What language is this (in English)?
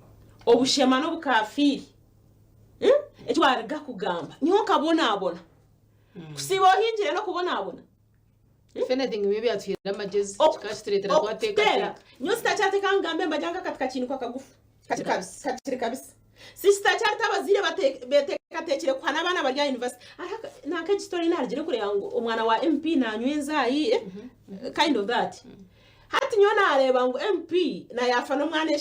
Nyankole